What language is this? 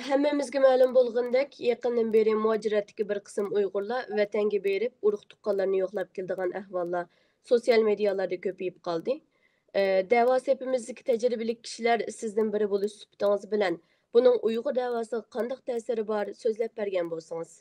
Uyghur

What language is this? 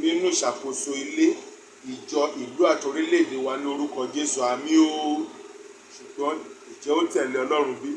Yoruba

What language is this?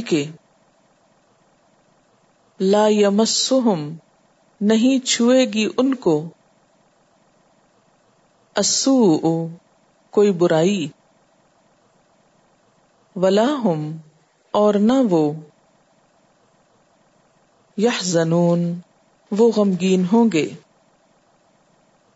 Urdu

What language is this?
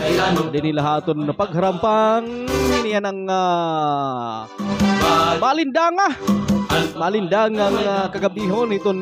Waray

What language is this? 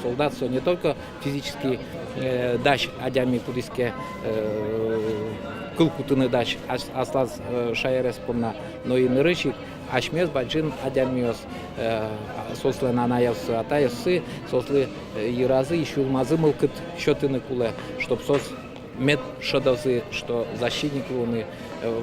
Udmurt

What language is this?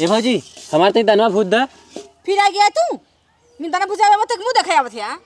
Awadhi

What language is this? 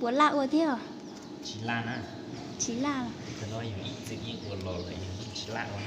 Hmong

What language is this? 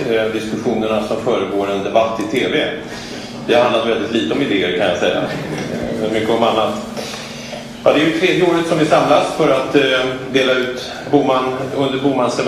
Swedish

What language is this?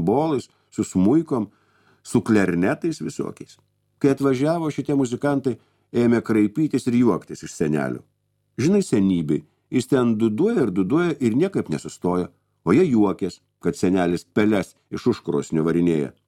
Lithuanian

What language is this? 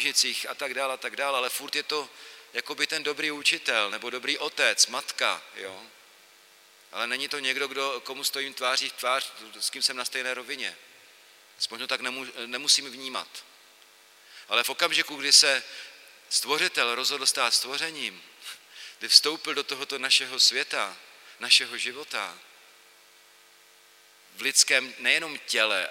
Czech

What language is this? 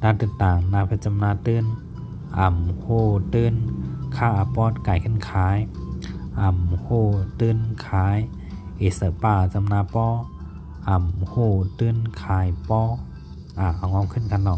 Shan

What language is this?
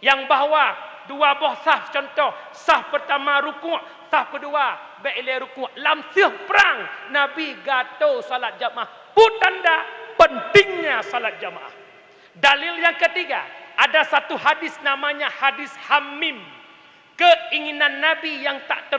Achinese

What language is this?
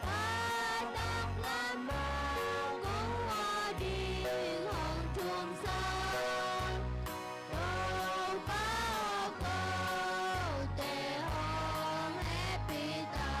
Tedim Chin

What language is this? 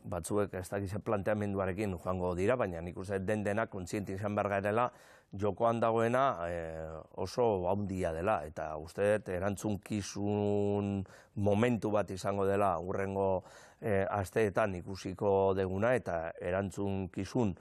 Basque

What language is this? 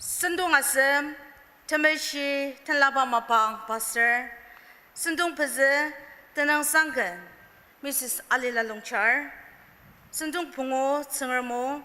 Ao Naga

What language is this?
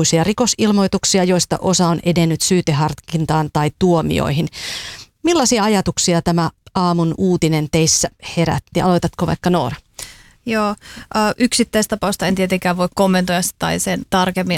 Finnish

